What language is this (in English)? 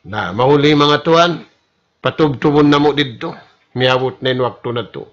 Tausug